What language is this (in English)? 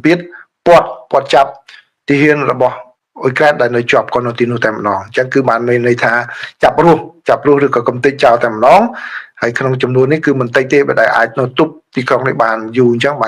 Khmer